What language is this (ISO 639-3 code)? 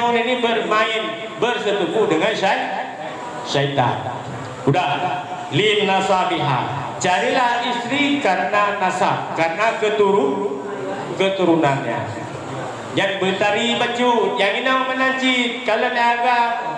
ace